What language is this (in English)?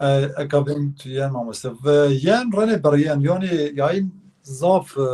Zaza